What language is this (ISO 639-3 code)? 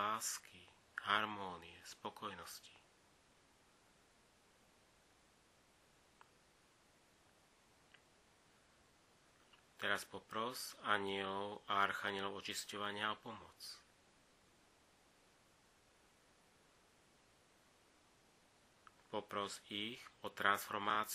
slk